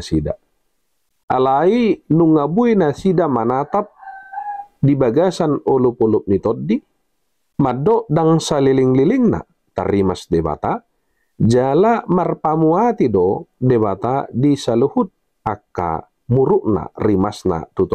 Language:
Batak Toba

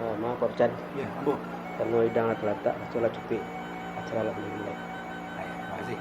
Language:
Minangkabau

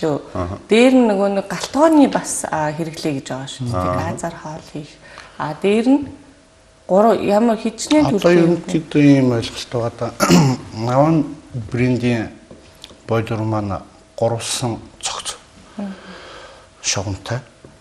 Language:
Mongolian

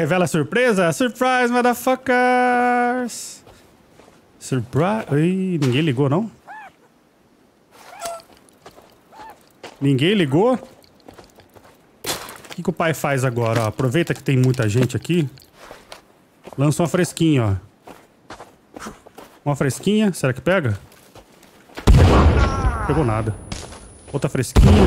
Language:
Portuguese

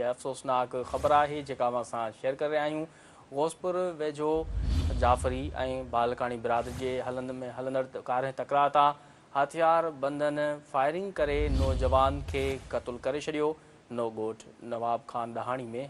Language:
Sindhi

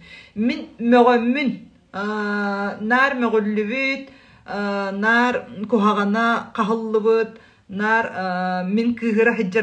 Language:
Yakut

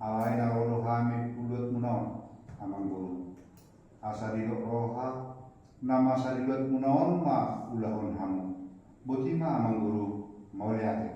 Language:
Batak Toba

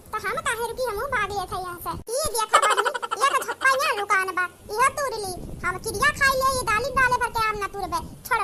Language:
Awadhi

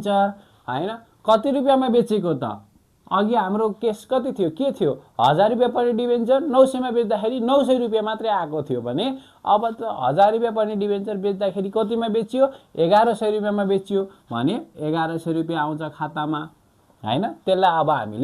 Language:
Nepali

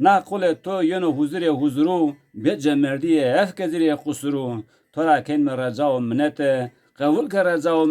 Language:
Zaza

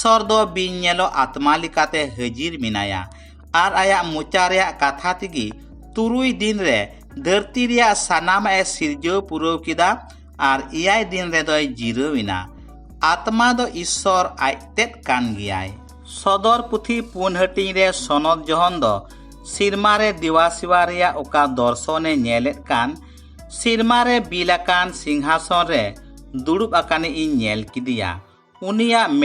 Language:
Santali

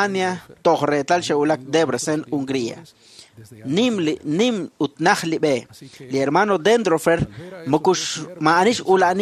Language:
Kekchí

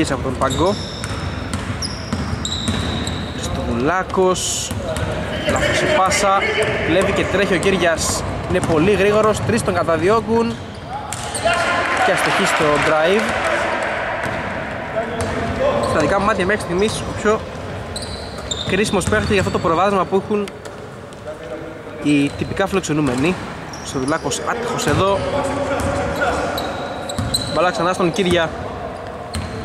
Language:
Greek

